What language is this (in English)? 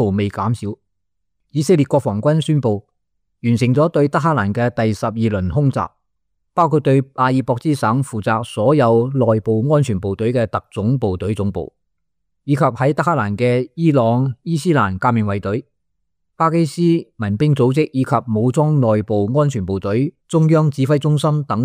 Cantonese